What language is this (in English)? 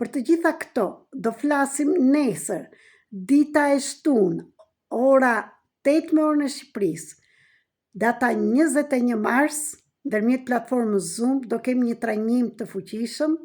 Albanian